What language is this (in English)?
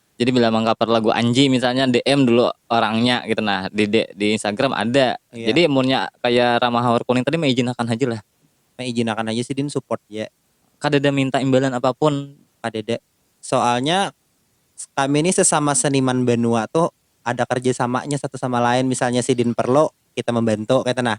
Banjar